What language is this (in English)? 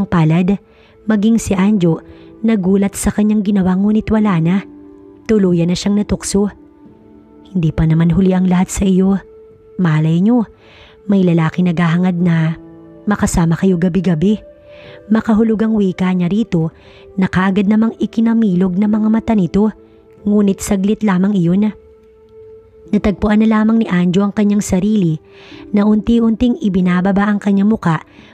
Filipino